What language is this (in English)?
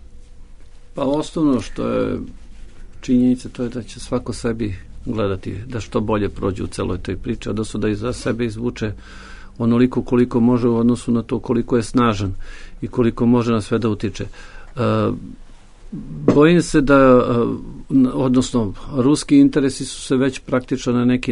Serbian